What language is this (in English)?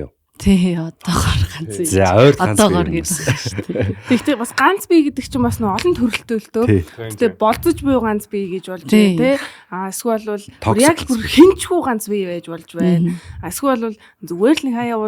Mongolian